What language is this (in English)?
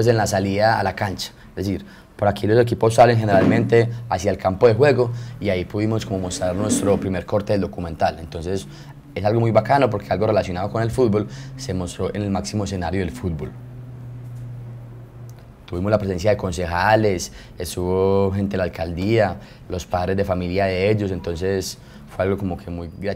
Spanish